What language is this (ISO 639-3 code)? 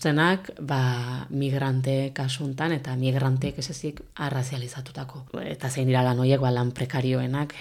eus